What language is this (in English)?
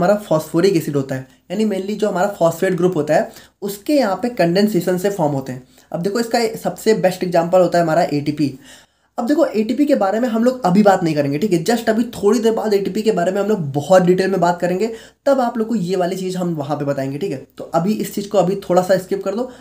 Hindi